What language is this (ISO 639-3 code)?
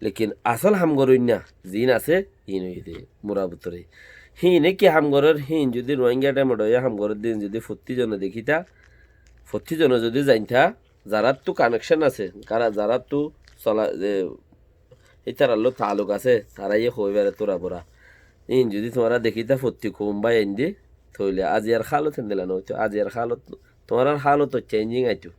rhg